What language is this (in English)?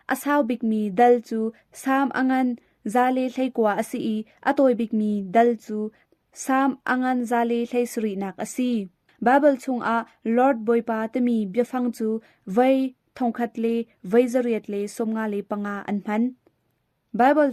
Hakha Chin